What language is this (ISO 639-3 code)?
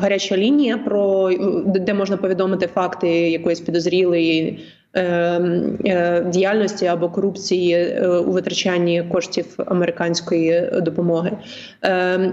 ukr